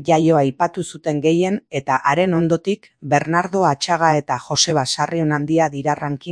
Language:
Basque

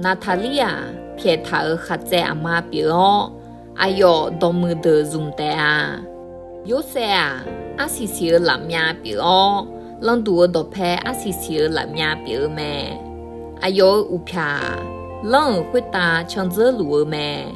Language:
Akha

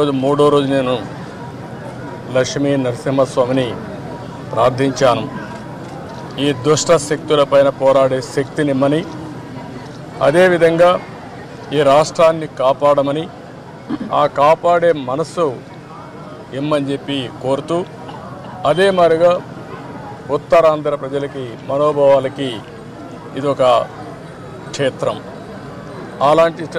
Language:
Telugu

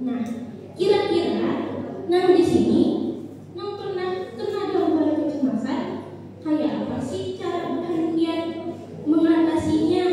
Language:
Banjar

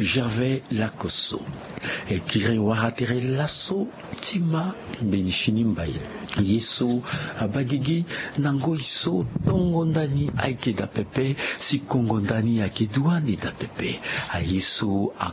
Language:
Sango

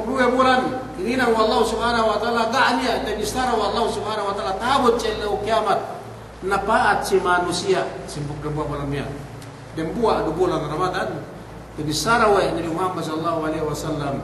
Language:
Yakan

